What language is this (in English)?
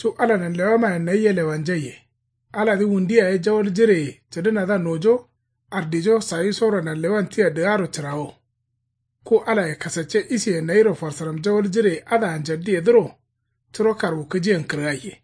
Kanuri